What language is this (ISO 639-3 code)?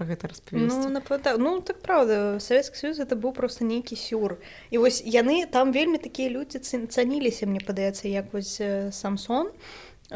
bel